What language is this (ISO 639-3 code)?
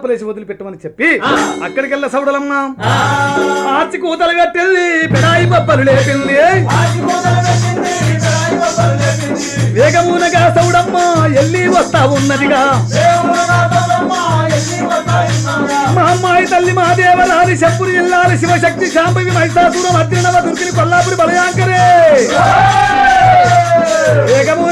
tel